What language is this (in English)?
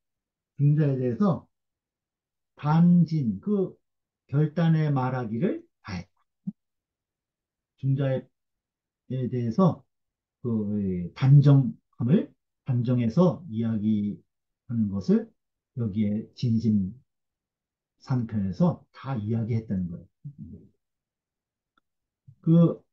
Korean